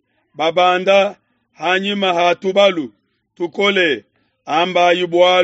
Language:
Luba-Lulua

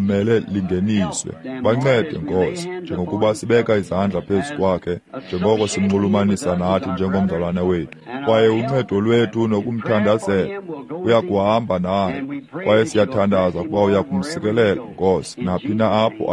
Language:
Xhosa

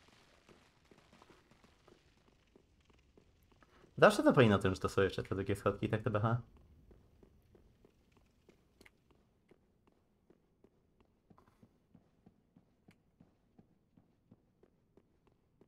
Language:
Polish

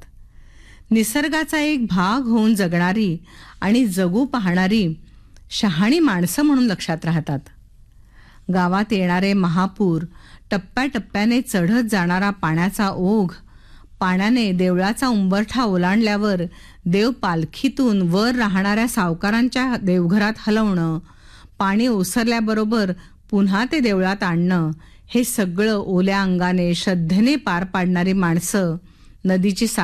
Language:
Marathi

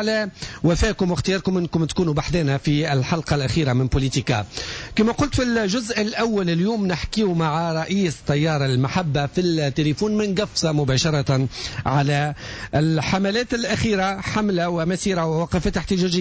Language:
Tunisian Arabic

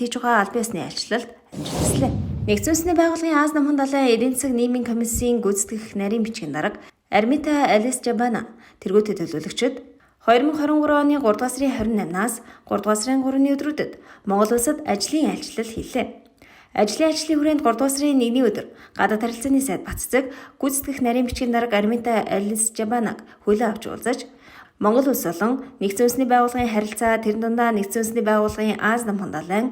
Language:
Mongolian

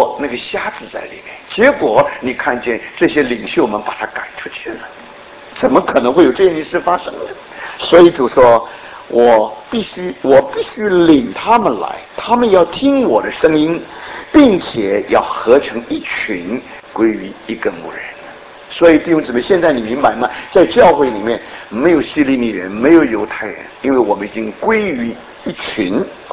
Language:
Chinese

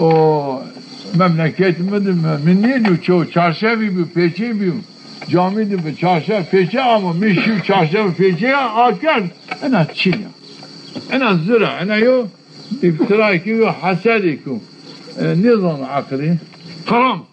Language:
Zaza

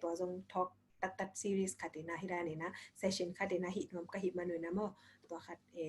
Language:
Tedim Chin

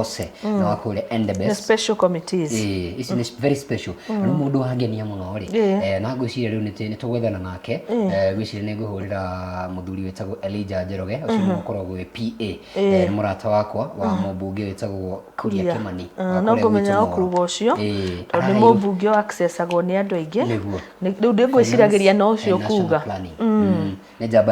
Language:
Kikuyu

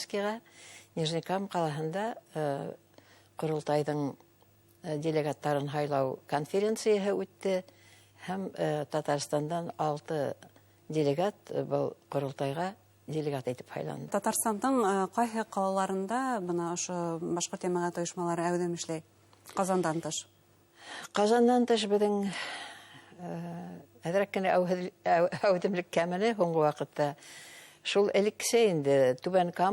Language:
Bashkir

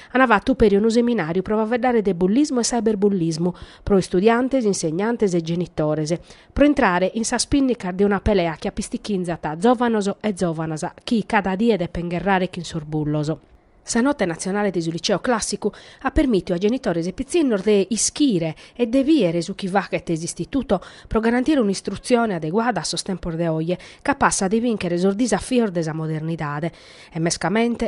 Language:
Sardinian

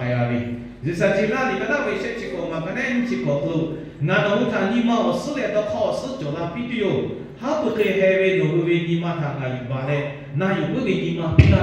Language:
Lahu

